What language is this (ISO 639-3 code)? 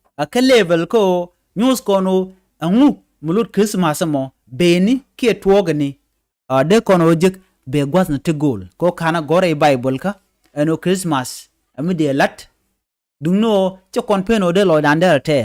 nus